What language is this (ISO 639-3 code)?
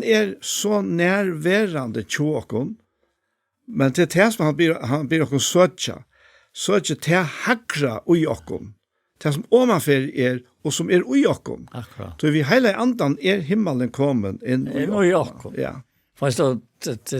fao